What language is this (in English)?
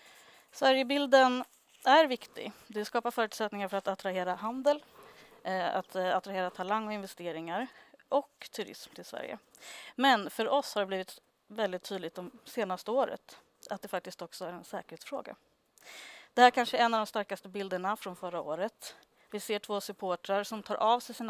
Swedish